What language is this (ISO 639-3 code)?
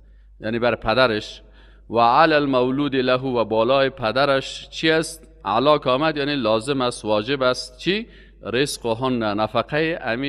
fas